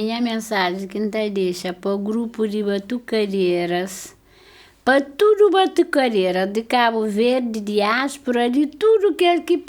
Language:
Kabuverdianu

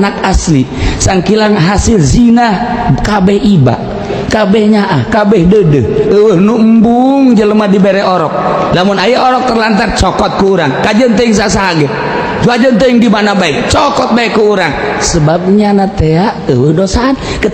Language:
Sundanese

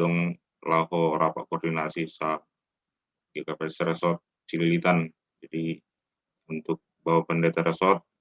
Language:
Batak Simalungun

